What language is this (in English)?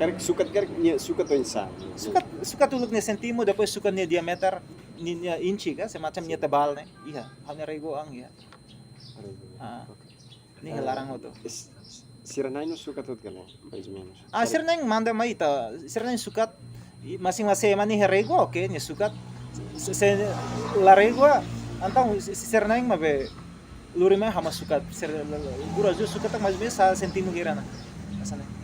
Tetum